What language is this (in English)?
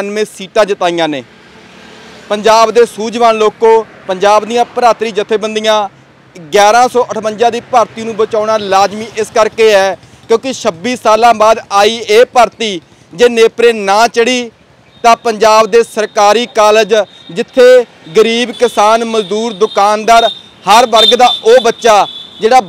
Punjabi